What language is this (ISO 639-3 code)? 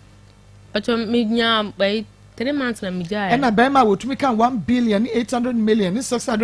aka